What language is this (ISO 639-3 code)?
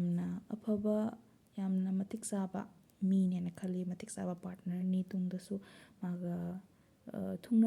mni